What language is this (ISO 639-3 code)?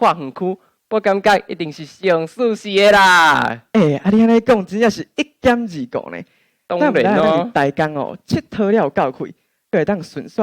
nan